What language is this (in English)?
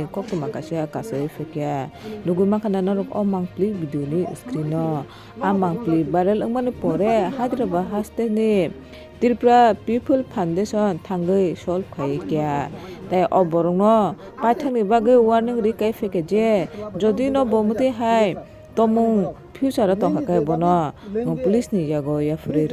Kok Borok